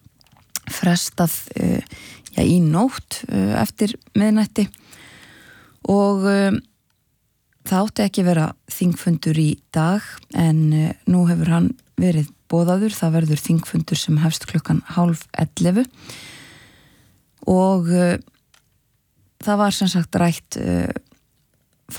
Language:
Icelandic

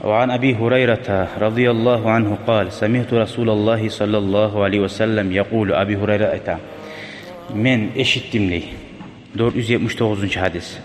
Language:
Kumyk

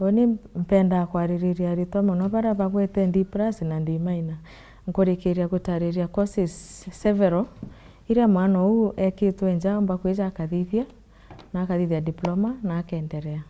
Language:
Meru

